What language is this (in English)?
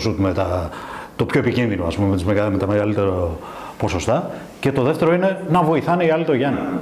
Greek